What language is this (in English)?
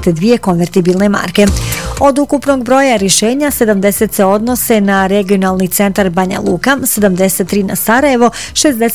Bosnian